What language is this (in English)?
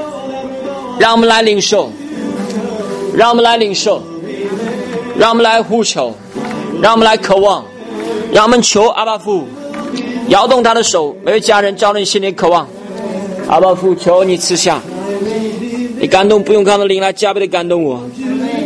Chinese